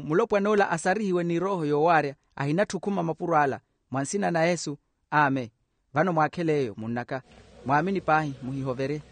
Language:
Makhuwa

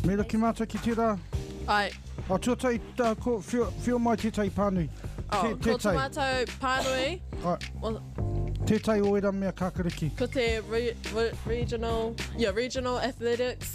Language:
Māori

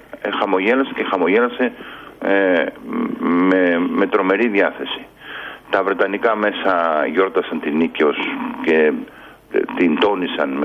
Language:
Greek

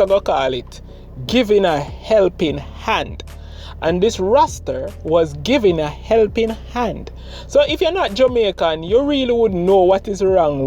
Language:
Jamaican Creole English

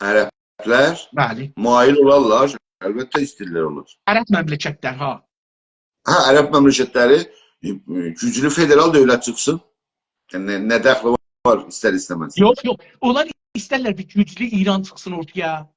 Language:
South Azerbaijani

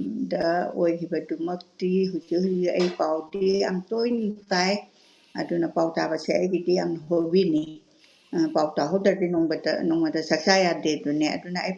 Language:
Manipuri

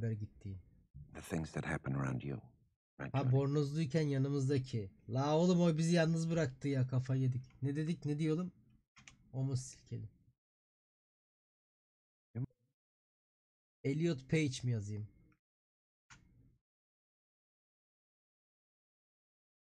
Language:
Turkish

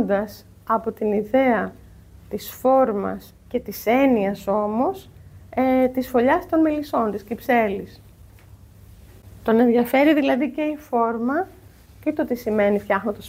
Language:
Greek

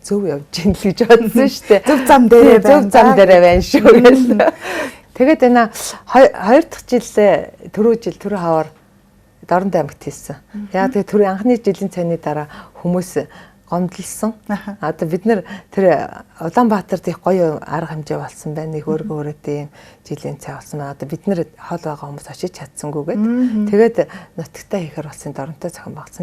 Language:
Mongolian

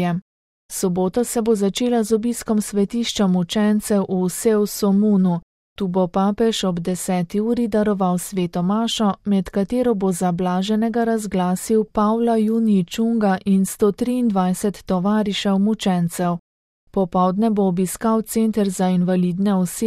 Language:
Slovenian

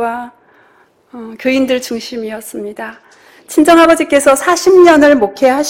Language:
Korean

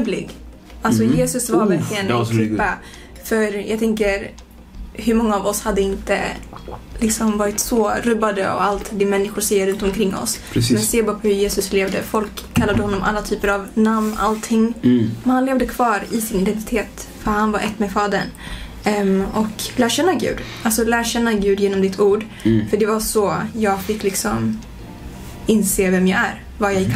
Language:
Swedish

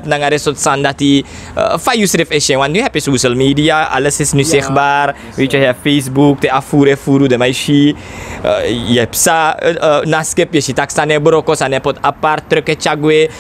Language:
Sranan Tongo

